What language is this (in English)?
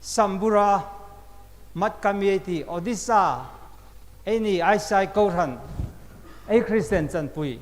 Hmar